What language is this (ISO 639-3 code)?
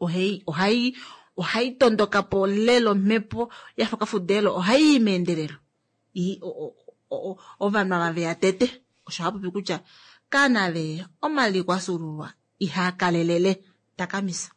kua